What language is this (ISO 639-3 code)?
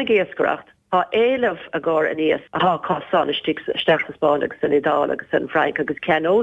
gle